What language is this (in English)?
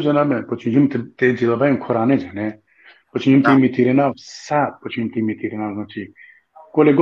Balkan Romani